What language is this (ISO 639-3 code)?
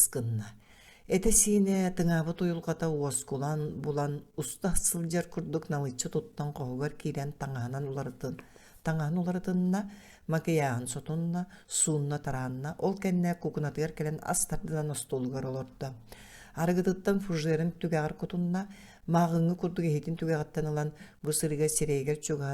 sah